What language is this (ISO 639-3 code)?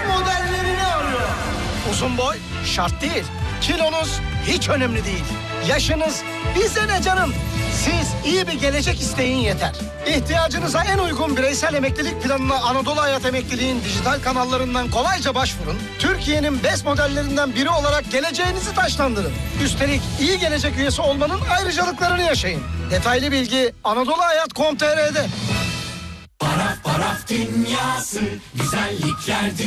tur